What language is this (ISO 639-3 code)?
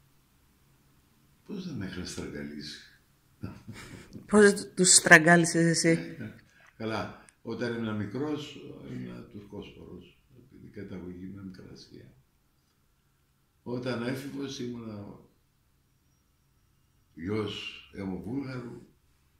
ell